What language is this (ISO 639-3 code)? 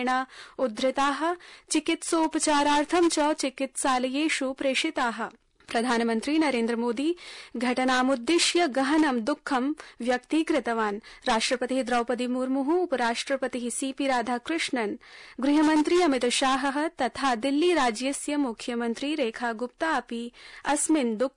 san